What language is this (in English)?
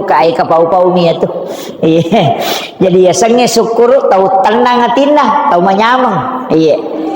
Buginese